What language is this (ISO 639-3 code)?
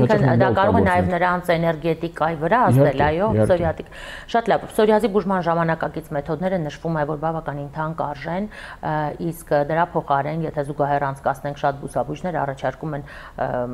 hye